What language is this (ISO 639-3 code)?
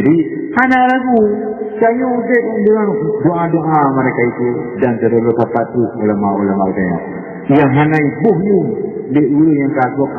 ace